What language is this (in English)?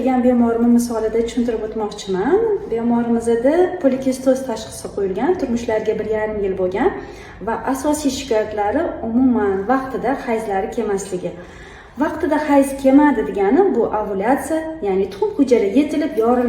Uzbek